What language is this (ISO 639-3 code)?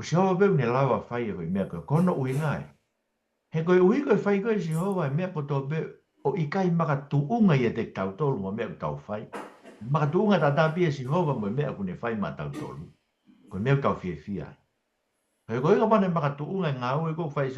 ton